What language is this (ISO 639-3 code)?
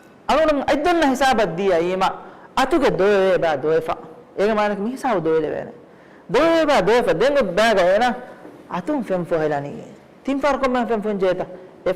div